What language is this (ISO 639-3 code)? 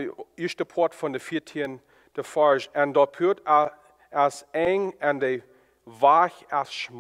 pdt